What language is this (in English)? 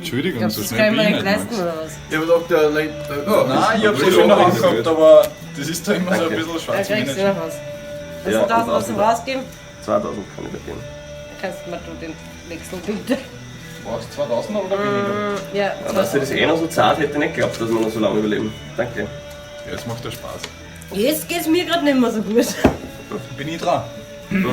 Bavarian